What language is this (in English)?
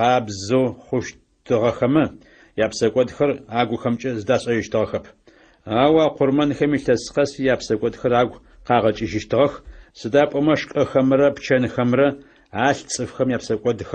Adyghe